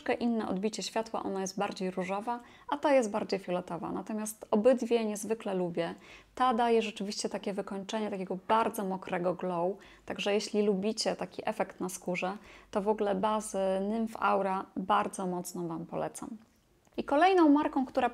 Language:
Polish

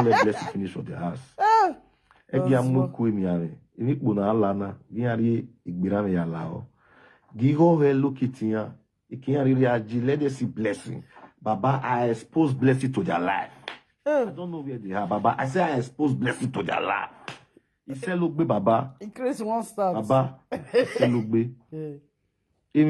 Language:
Nigerian Pidgin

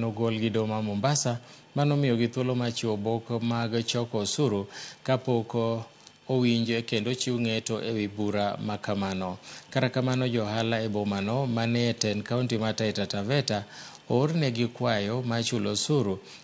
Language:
Luo (Kenya and Tanzania)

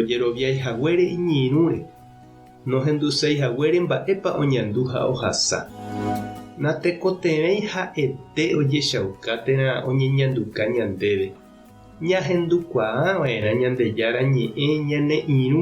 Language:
Guarani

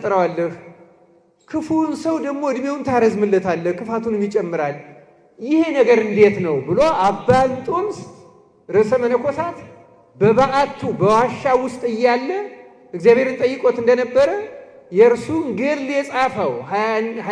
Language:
Amharic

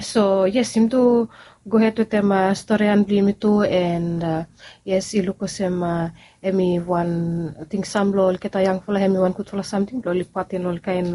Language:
Bislama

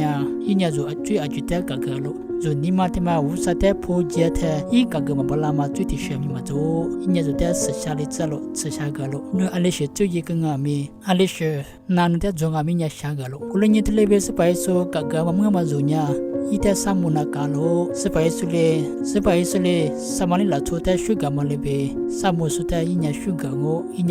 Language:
Lisu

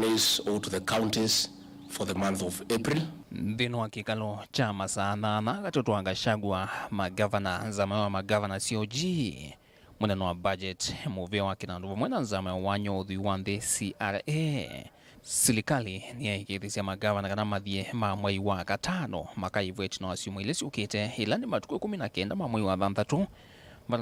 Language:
Kamba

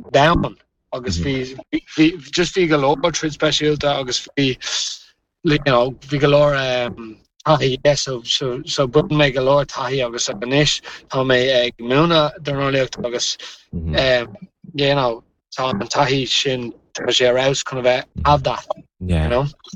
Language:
Irish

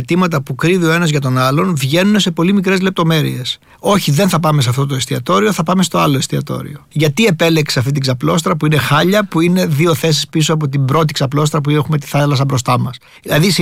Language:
Greek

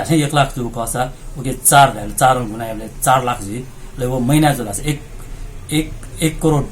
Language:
Newari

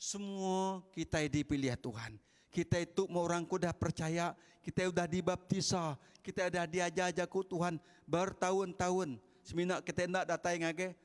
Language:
Iban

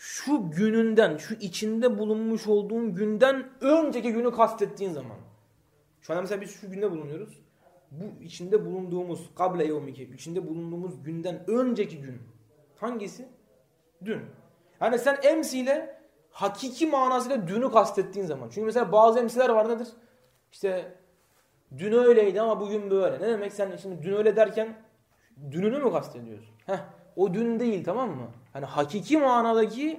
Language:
Turkish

